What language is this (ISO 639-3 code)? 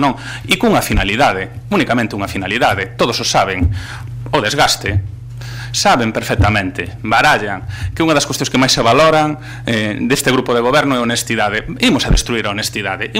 glg